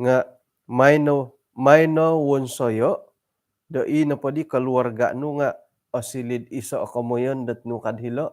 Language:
Central Dusun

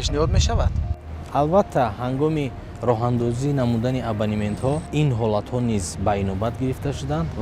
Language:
Tajik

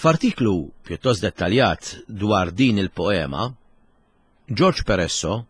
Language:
Maltese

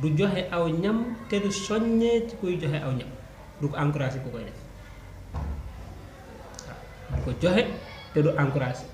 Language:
Wolof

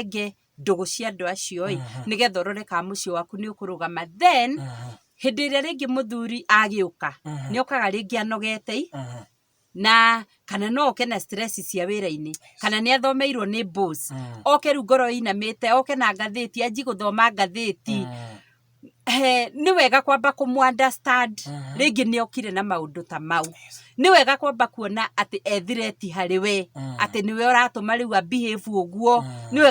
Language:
Kikuyu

